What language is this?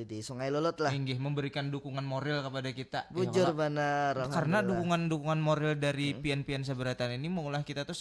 Banjar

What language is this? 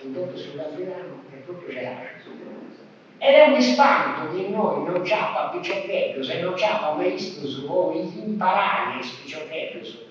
Sardinian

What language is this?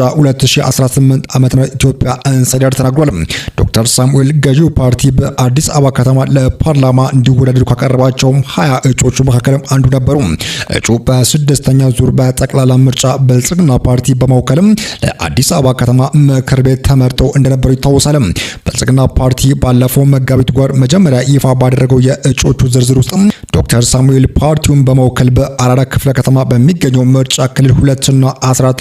Amharic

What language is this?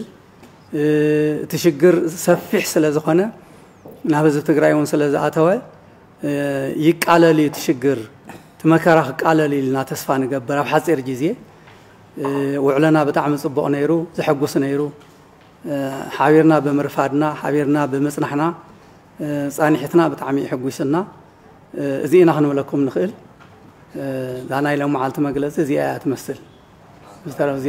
Tigrinya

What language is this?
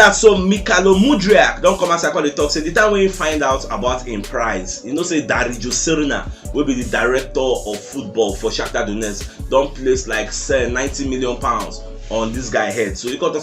Nigerian Pidgin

